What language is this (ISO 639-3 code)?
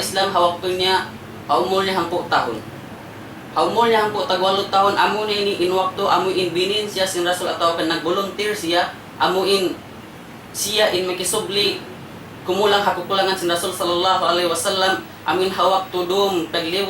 tsg